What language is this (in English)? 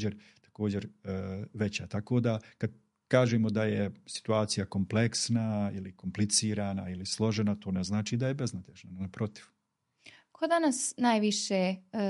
Bosnian